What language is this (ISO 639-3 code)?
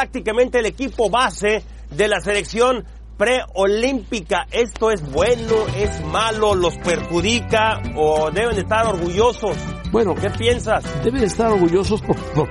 spa